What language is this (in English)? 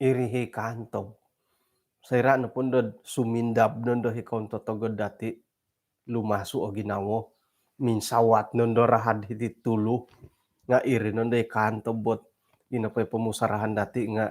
Central Dusun